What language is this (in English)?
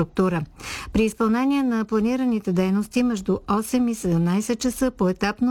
Bulgarian